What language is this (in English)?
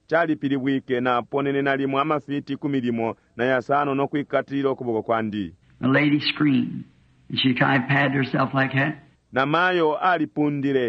Bemba